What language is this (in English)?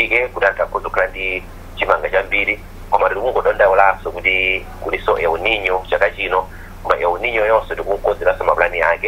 Nyanja